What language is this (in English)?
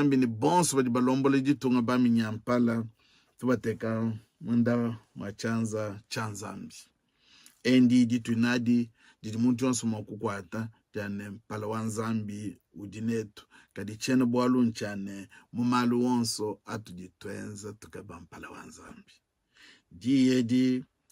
Luba-Lulua